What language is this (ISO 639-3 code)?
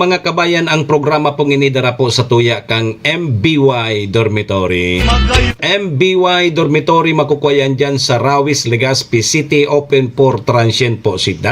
bik